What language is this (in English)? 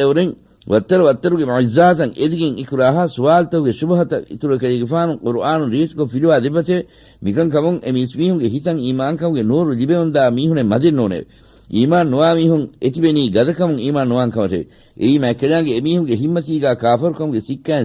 Divehi